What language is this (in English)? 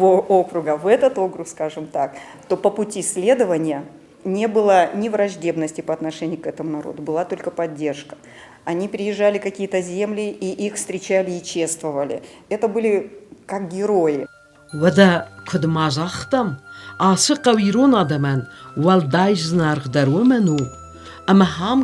Ossetic